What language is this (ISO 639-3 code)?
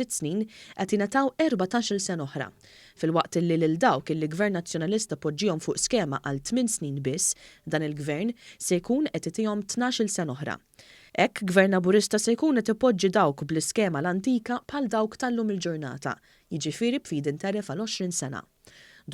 mlt